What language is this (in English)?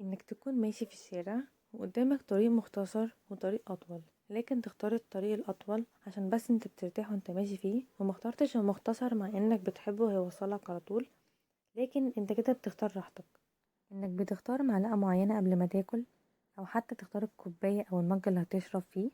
Egyptian Arabic